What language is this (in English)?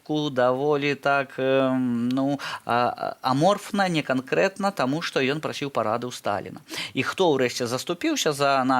Belarusian